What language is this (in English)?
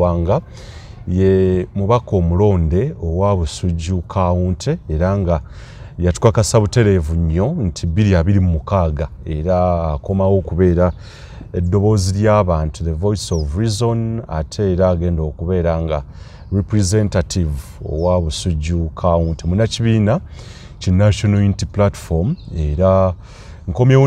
Ganda